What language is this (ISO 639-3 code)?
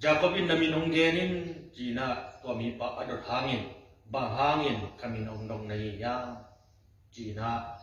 ctd